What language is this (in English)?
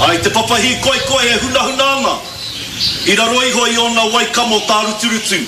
Māori